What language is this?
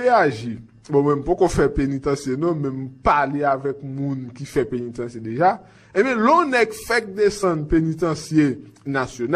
Haitian Creole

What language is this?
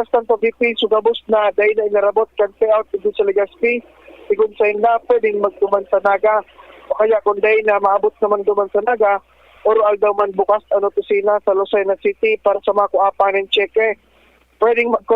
Bikol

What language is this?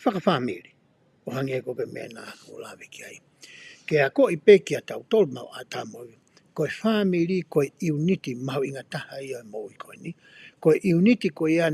Tongan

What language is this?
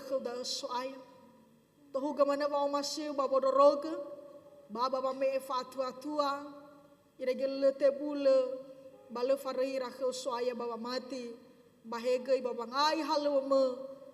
Nias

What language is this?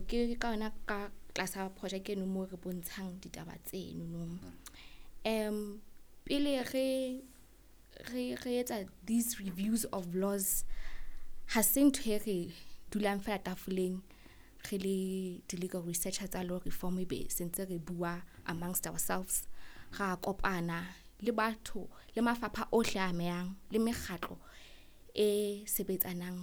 Southern Sotho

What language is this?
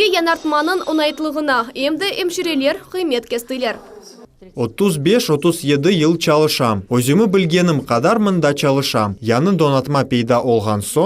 Crimean Tatar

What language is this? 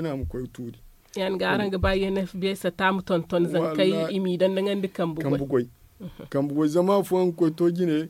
Zarma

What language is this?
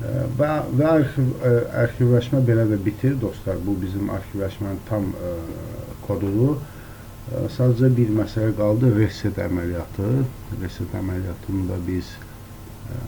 Azerbaijani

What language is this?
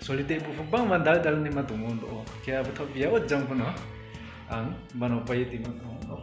Riang (India)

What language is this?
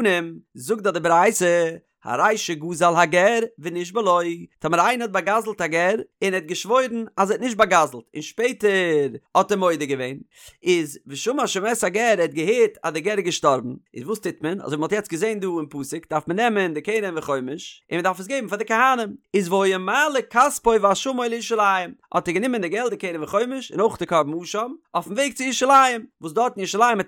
Yiddish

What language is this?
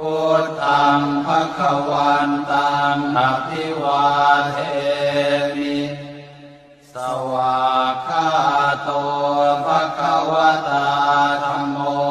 Pali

